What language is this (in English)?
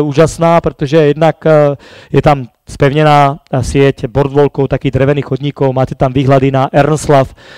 Slovak